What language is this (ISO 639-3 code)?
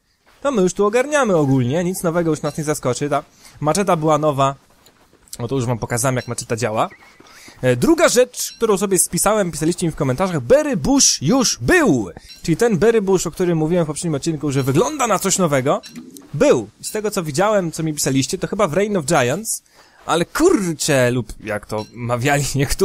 pol